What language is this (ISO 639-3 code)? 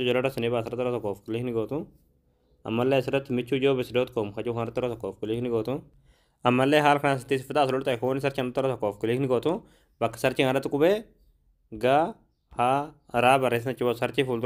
orm